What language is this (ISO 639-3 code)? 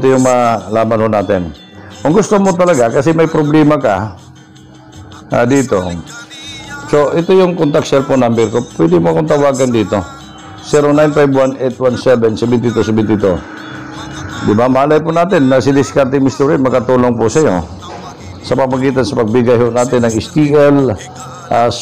fil